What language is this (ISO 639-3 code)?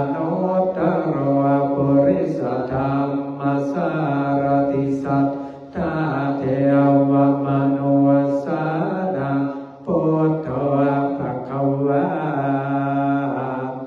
pli